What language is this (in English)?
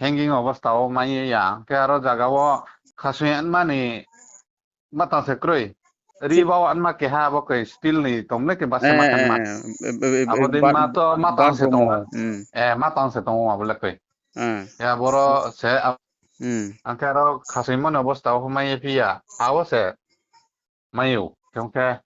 Riang (India)